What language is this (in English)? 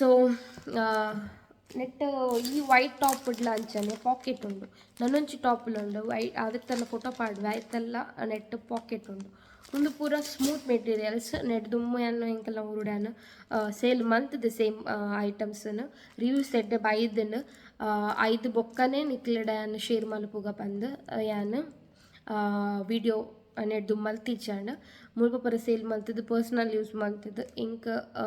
Tulu